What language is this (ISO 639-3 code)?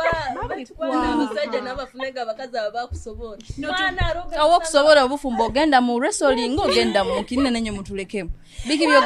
nyo